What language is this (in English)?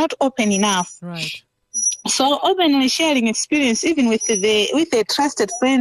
English